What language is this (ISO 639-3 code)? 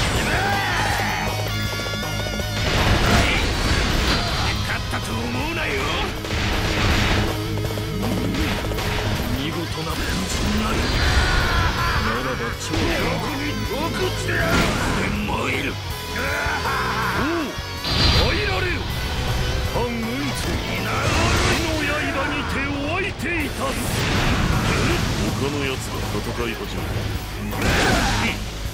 jpn